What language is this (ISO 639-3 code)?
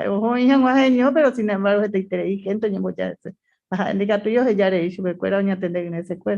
grn